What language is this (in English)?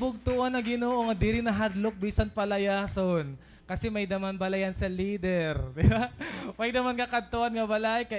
Waray